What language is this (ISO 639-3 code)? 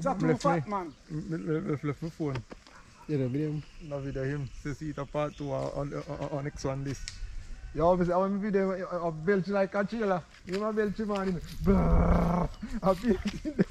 jam